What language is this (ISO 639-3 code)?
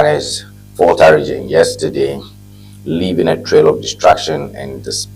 ewe